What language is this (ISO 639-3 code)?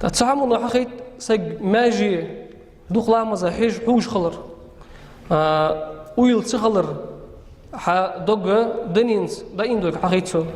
inh